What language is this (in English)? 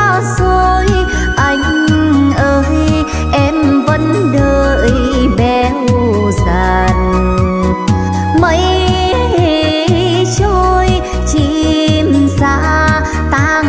Vietnamese